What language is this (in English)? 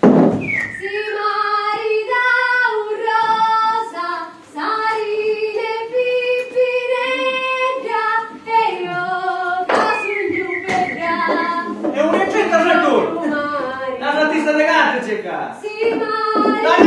Sicilian